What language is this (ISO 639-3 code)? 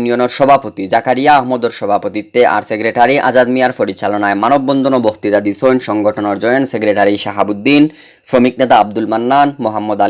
syl